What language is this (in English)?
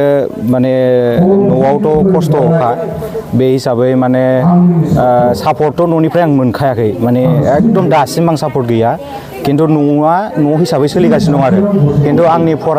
Bodo